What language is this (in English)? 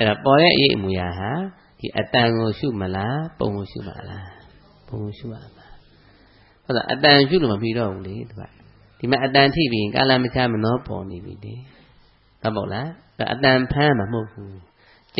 Burmese